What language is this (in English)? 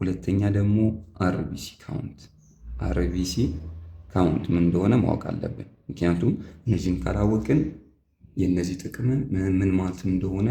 Amharic